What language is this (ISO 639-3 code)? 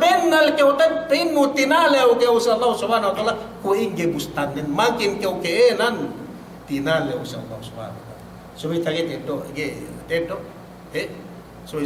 yka